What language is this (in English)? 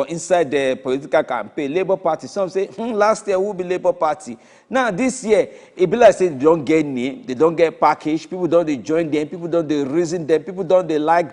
Nigerian Pidgin